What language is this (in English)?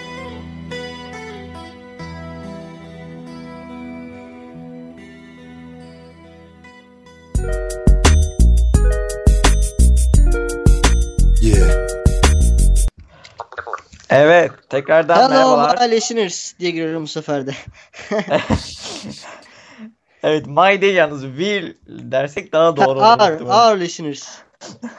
Turkish